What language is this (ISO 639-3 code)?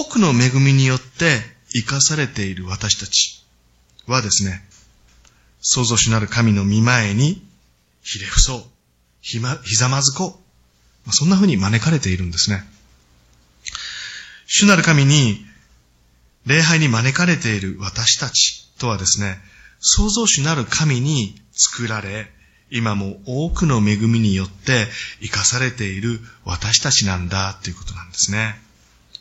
jpn